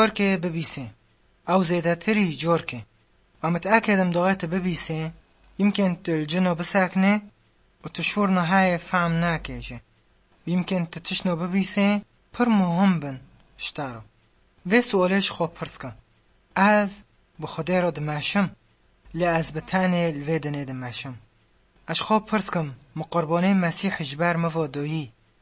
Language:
Kurdish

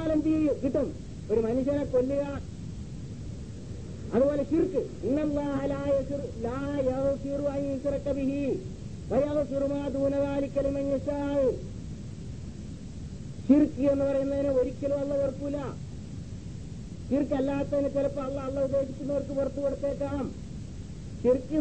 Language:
Malayalam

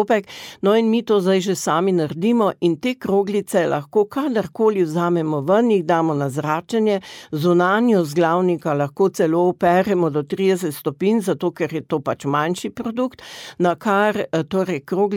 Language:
Slovenian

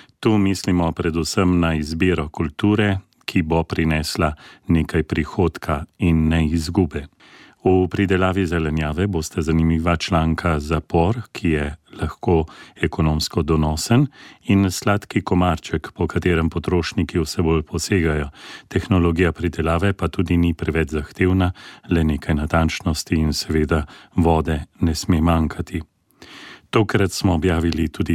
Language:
Slovenian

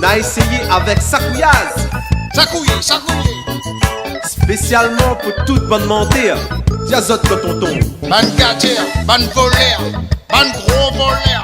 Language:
Réunion Creole French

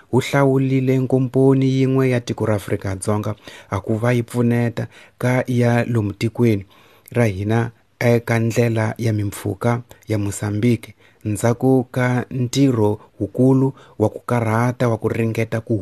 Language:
Tsonga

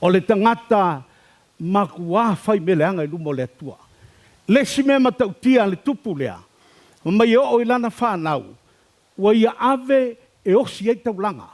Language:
Samoan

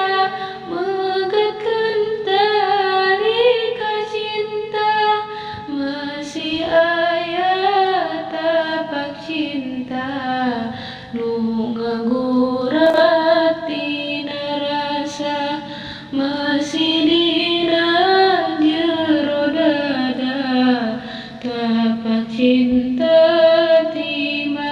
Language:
Sundanese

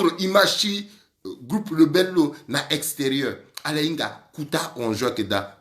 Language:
Sango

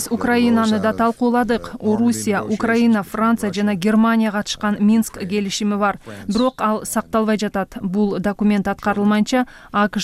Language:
Kyrgyz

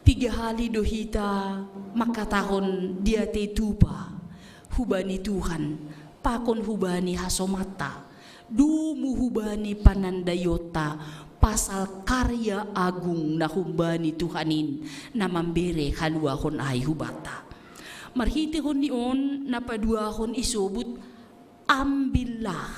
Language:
Batak Simalungun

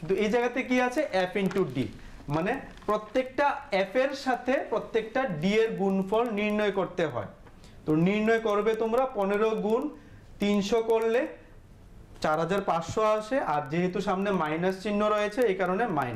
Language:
Bangla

